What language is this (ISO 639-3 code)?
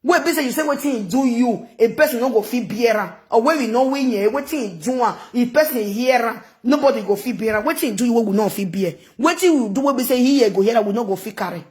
pcm